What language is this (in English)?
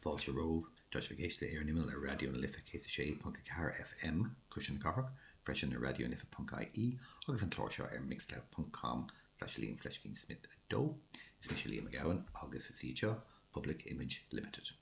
Irish